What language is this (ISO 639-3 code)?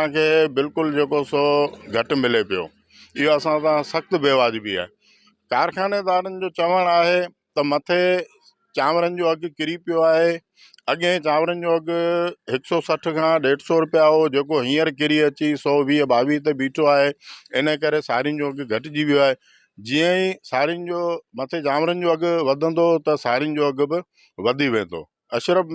snd